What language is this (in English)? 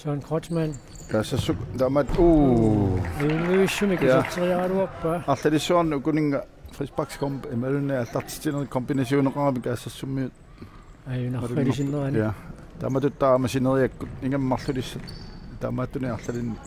Kalaallisut